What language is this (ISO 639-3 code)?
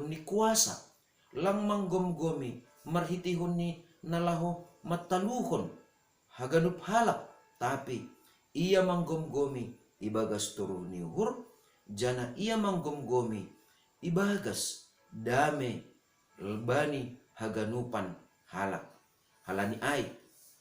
bts